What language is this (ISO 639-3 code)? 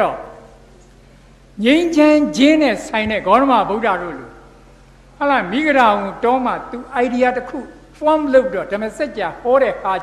mya